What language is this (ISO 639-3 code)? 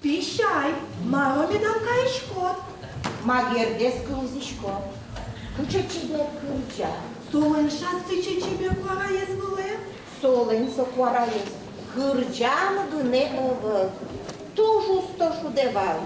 udm